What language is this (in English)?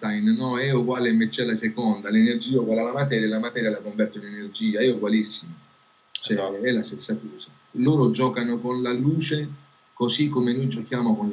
Italian